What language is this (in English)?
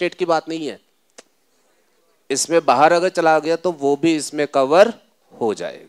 Hindi